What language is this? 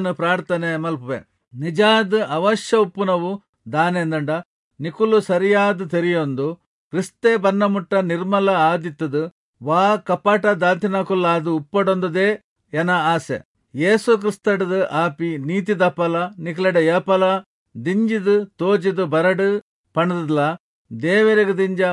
Tulu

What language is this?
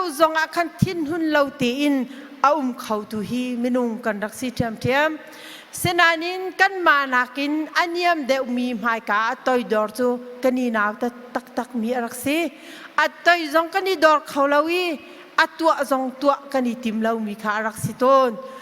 Hakha Chin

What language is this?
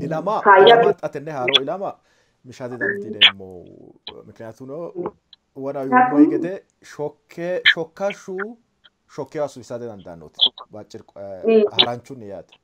Sidamo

